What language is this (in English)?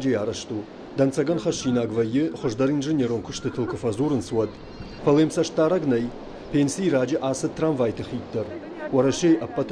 Ossetic